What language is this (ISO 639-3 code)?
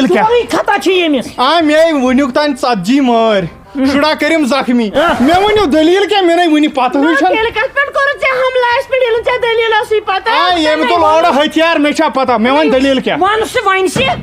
kas